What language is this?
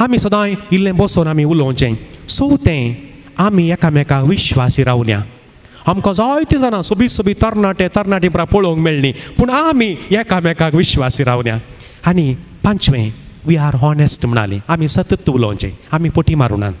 Konkani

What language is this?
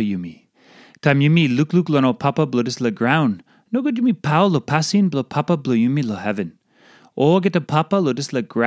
Tok Pisin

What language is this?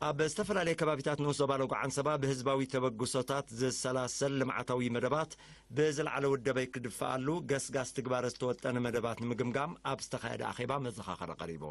Tigrinya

